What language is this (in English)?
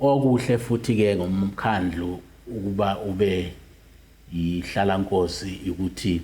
Zulu